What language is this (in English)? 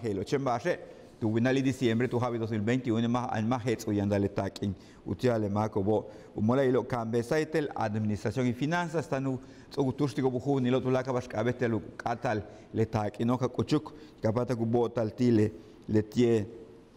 Yucateco